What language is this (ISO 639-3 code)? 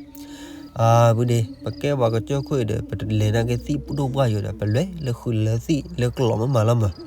ksw